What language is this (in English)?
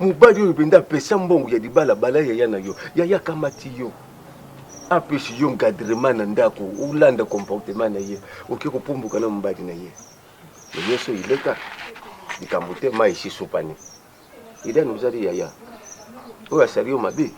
Lingala